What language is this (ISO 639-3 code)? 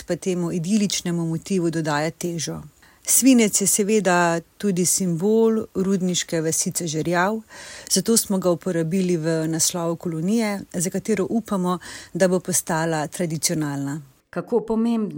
slv